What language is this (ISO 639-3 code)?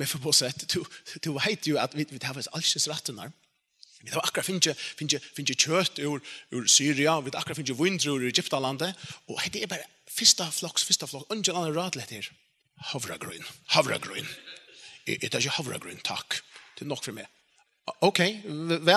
fao